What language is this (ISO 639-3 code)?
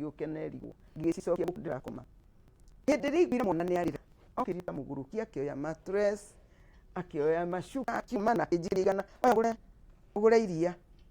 kik